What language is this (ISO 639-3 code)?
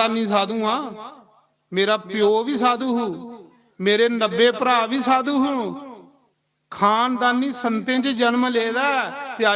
doi